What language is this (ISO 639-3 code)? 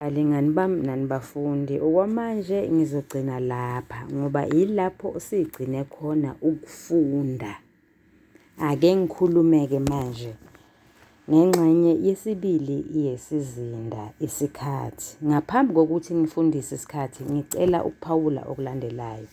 zul